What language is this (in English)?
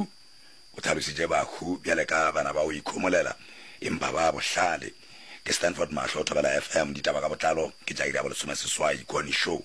Northern Sotho